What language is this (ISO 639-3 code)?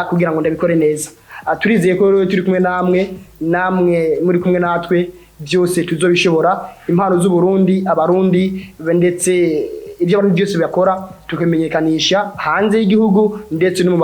run